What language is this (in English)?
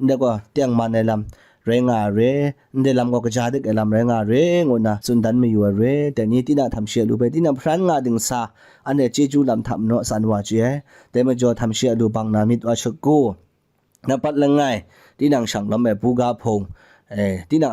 Kachin